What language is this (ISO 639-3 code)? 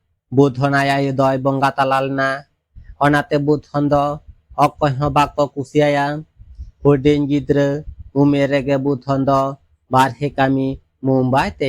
sat